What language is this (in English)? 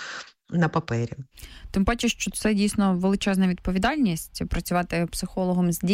Ukrainian